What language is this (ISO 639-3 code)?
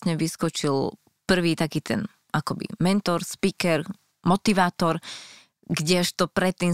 slk